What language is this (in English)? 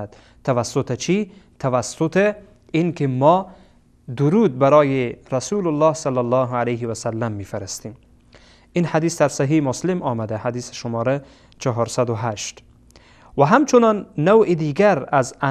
Persian